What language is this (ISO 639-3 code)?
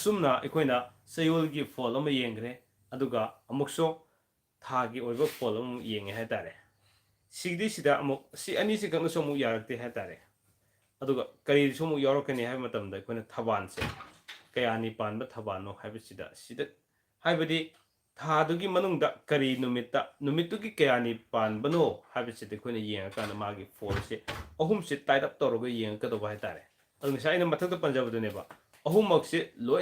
mni